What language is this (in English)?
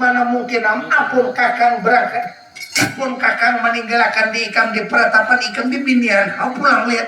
Banjar